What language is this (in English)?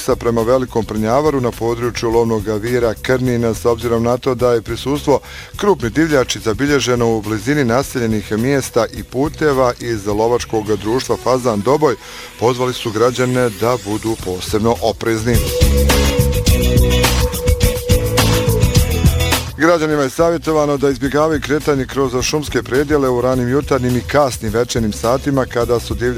Bosnian